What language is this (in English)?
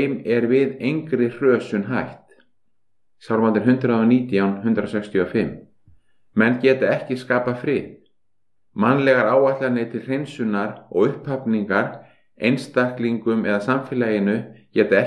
Icelandic